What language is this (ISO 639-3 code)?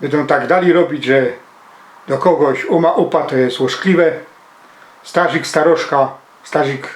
szl